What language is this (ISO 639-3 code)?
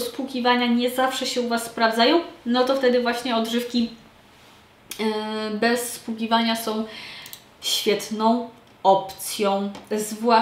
pol